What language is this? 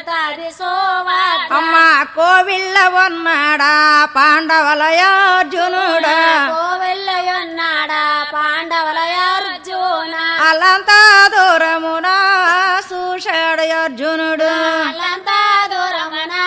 Telugu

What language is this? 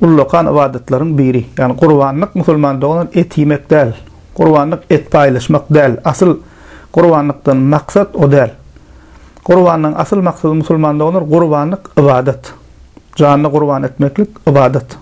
Turkmen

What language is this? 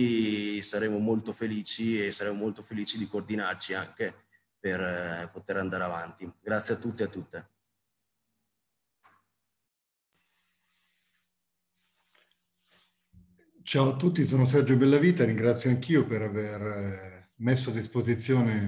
Italian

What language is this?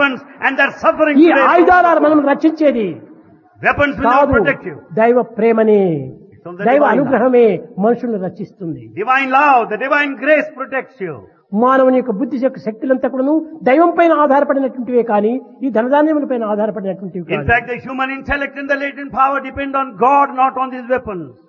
Telugu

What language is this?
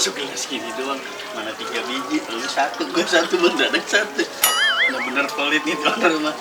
Betawi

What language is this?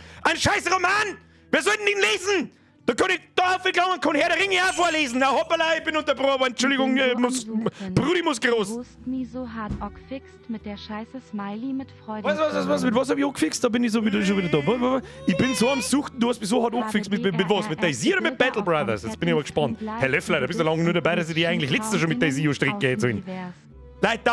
Bavarian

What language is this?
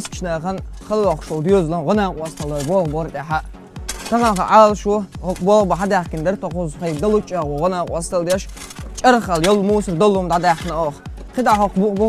Chechen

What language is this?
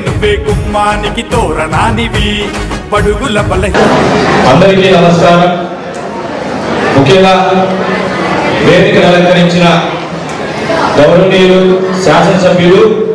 Telugu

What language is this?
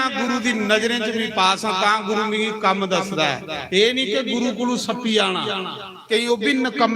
Dogri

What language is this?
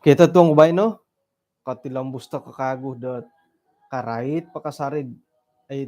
Central Dusun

